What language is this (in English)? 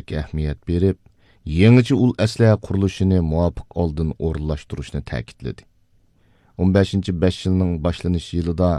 Uyghur